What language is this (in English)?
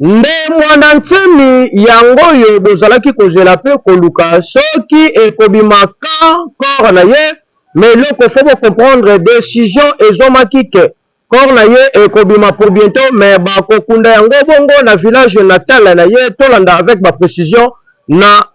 Lingala